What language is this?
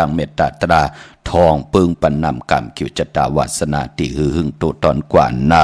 Shan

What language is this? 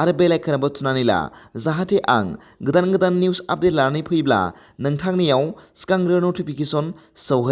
Bodo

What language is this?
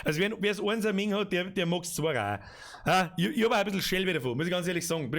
Bavarian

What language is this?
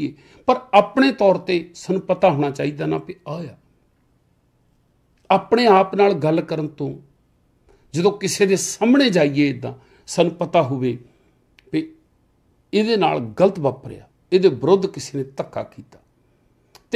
Punjabi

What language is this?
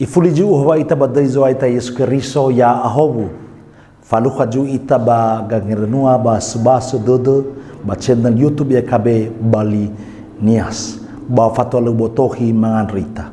Nias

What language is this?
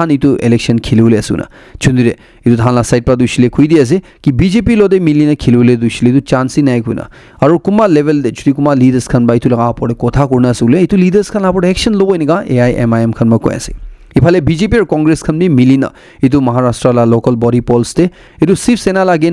Naga Pidgin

